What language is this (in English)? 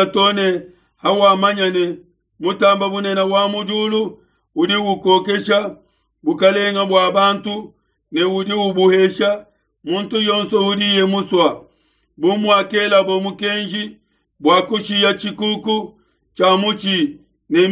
Luba-Lulua